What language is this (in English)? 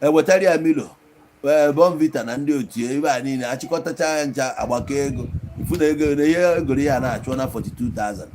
Igbo